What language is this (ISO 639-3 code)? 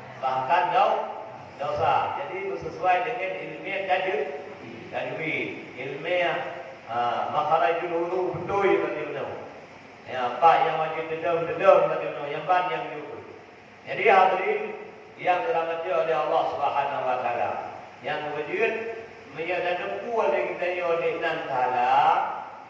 ace